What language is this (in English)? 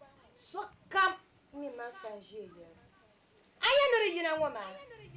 Dagbani